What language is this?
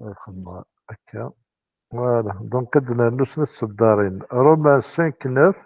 Kabyle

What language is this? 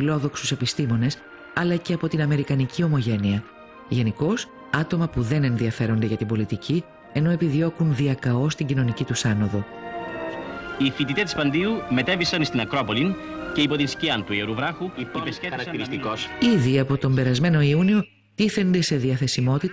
Greek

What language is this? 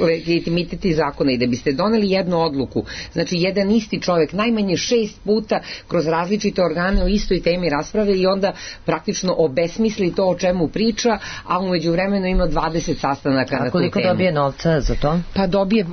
Serbian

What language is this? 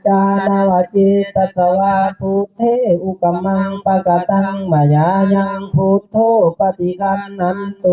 Pali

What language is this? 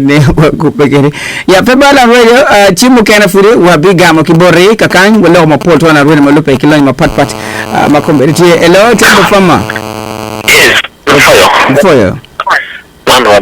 Acoli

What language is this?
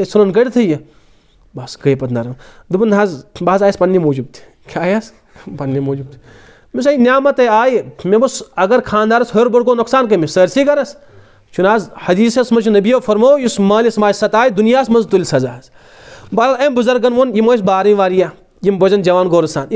Kashmiri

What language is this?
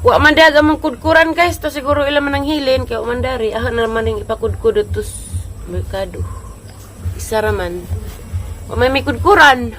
Cebuano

